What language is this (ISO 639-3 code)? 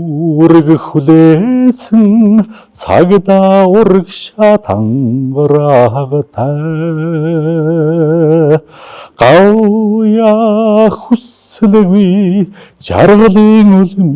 mon